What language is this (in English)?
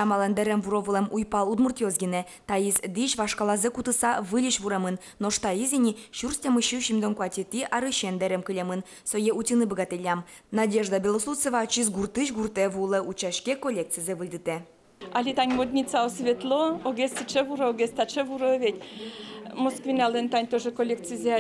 Udmurt